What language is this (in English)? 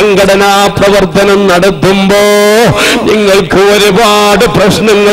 Malayalam